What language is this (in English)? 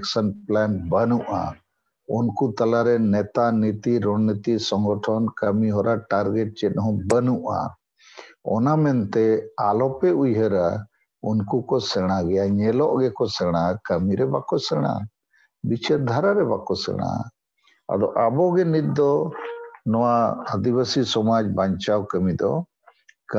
Santali